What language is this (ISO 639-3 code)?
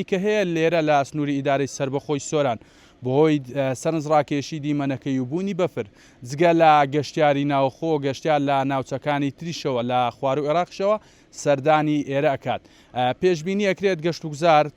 ckb